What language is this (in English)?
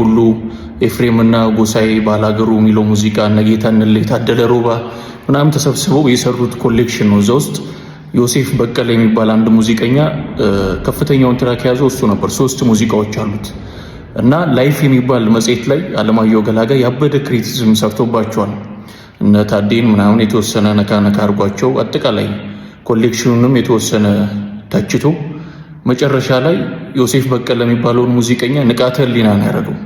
Amharic